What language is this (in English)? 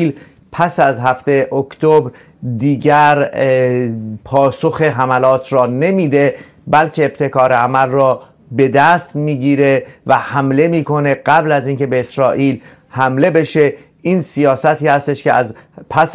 Persian